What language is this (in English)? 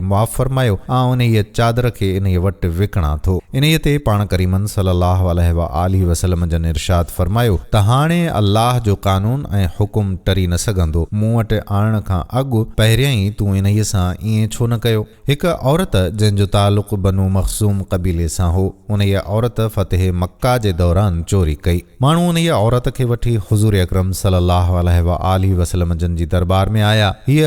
Sindhi